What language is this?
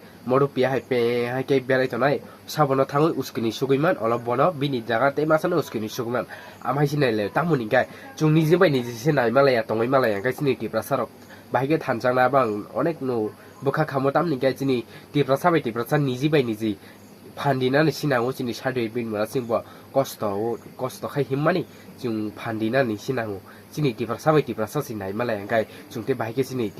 Kok Borok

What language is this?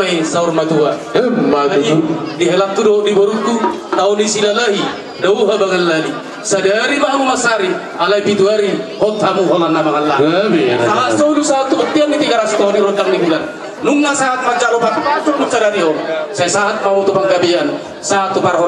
Batak Toba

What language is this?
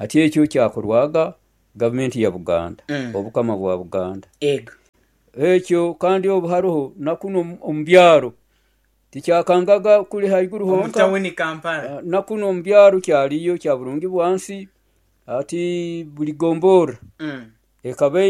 Nyoro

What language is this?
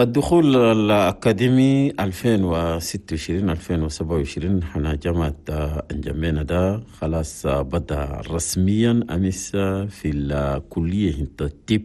Chadian Arabic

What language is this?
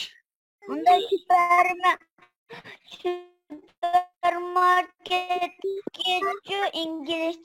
Uyghur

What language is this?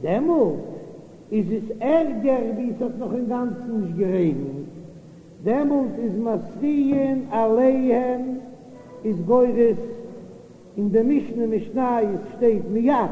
Yiddish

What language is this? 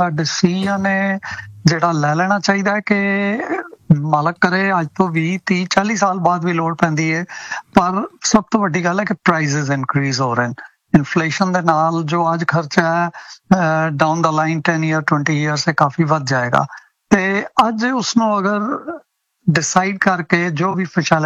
Punjabi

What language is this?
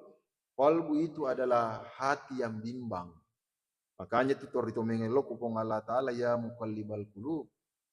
Buginese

